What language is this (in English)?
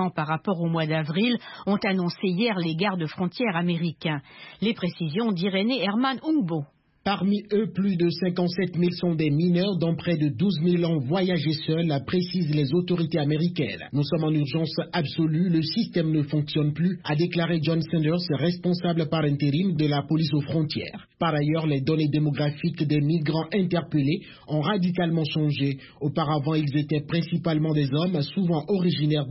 French